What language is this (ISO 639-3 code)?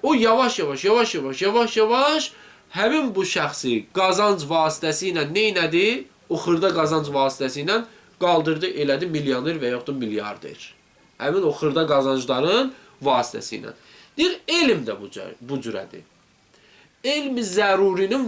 aze